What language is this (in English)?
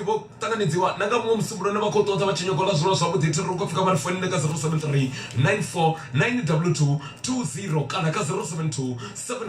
Venda